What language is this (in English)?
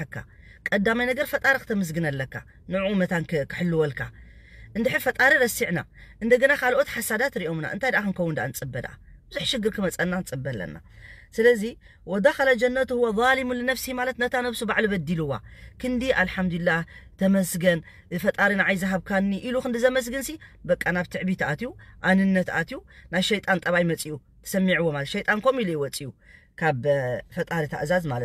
Tigrinya